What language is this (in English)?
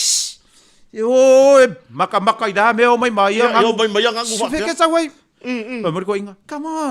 Samoan